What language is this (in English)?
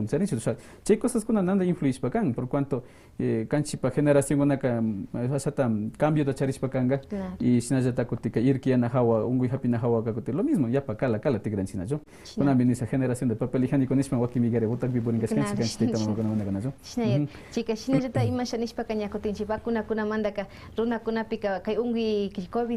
Quechua